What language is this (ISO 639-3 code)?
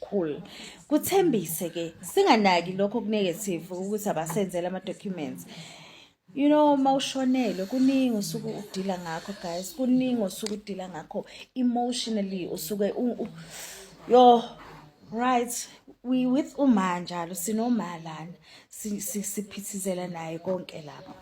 zul